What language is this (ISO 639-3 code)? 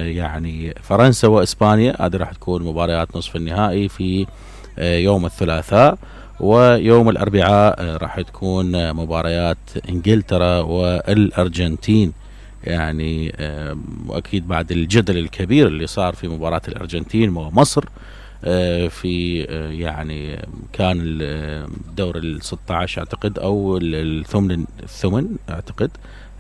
acm